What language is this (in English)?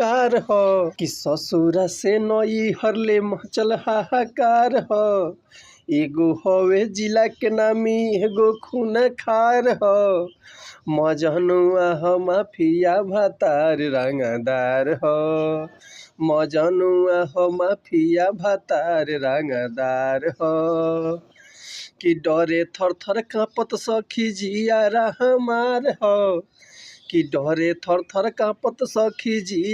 Bhojpuri